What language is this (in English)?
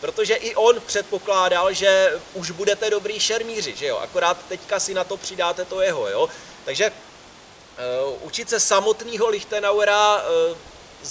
Czech